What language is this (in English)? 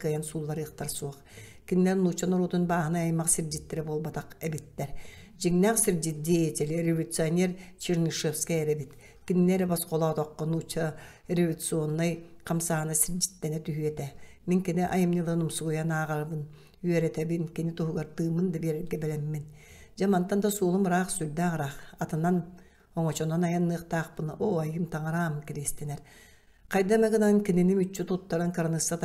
Yakut